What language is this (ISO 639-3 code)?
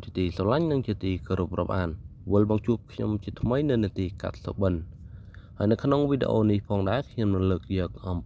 khm